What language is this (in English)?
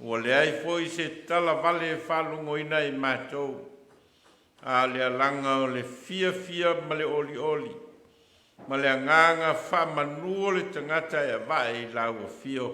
Samoan